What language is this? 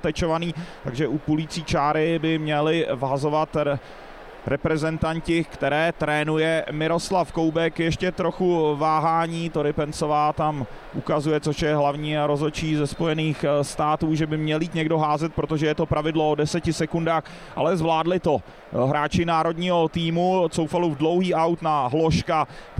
Czech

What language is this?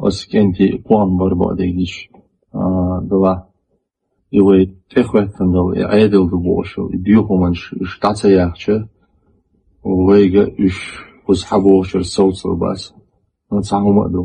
Chechen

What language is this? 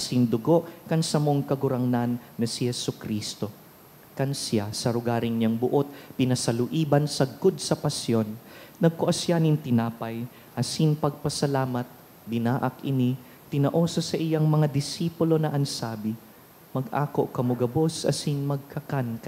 Bikol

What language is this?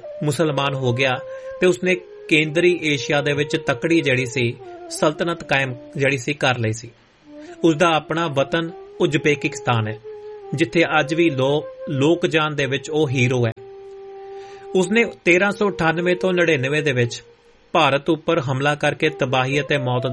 Punjabi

